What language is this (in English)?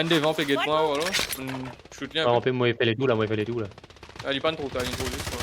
Morisyen